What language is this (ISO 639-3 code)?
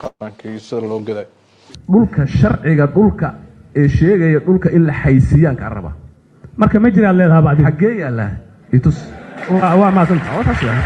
som